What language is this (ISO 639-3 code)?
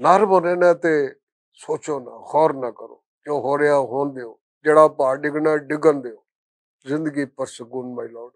lah